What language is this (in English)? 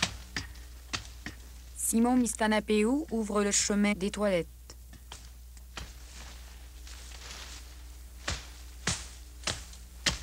French